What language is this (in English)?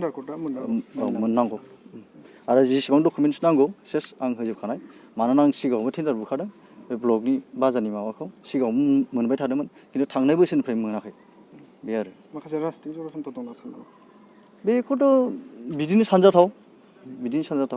Bodo